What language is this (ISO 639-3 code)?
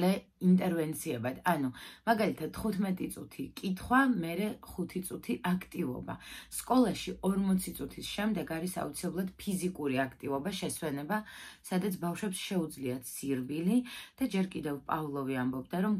kat